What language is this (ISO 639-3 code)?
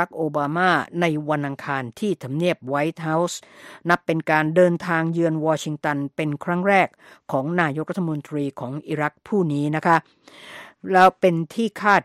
tha